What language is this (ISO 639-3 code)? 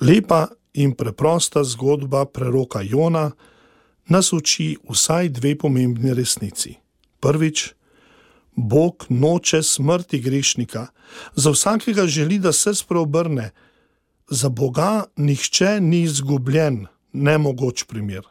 slv